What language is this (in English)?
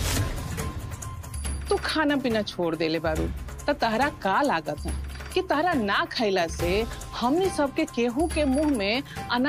Bhojpuri